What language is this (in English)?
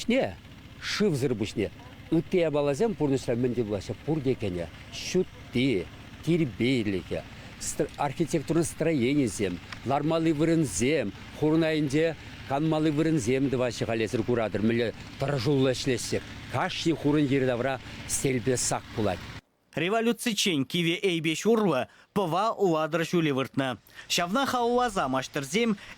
Chuvash